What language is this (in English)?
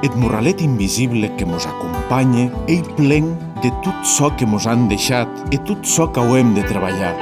Occitan